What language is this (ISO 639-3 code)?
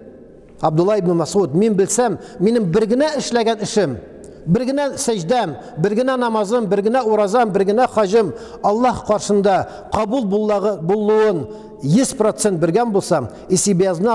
tat